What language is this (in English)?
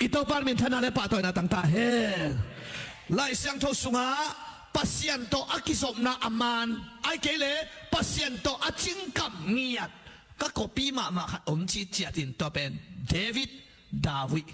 Tedim Chin